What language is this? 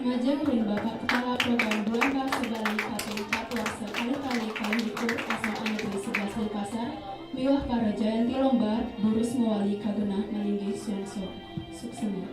Balinese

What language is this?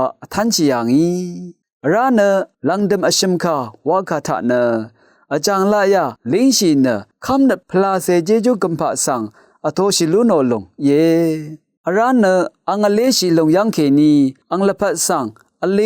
Rawang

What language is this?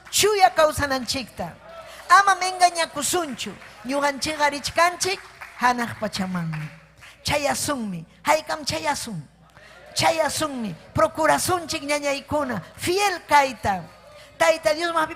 Ayacucho Quechua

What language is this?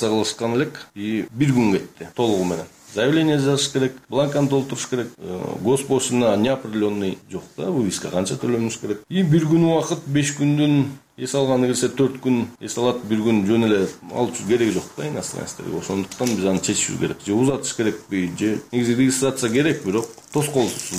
Kyrgyz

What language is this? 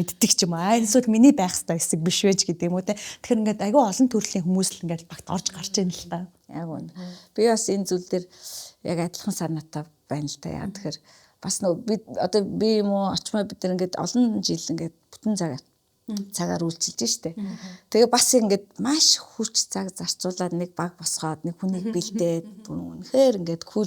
Mongolian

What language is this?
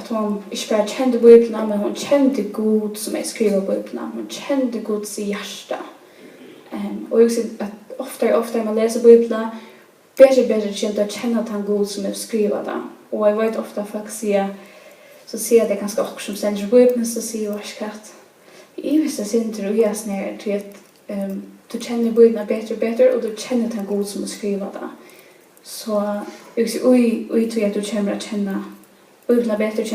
Faroese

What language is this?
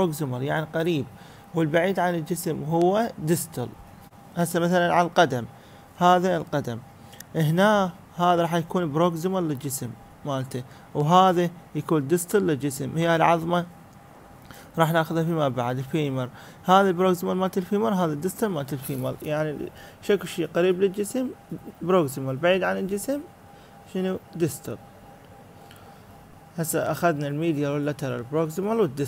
Mesopotamian Arabic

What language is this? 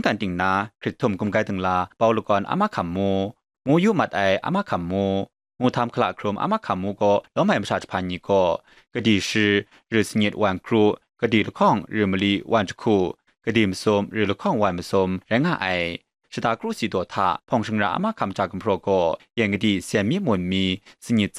Kachin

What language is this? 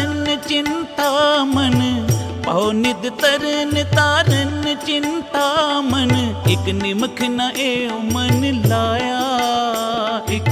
Hindi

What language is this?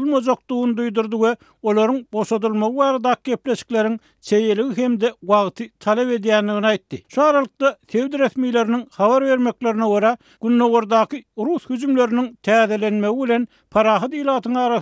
Turkmen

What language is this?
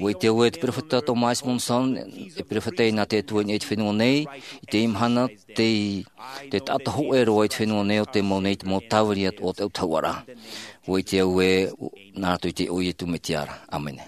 Tahitian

